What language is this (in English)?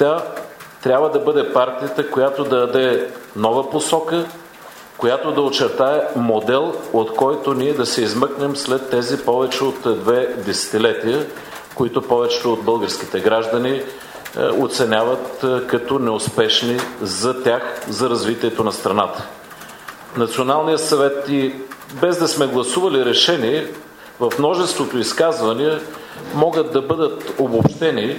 Bulgarian